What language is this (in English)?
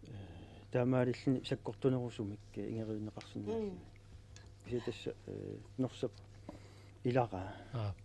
Kalaallisut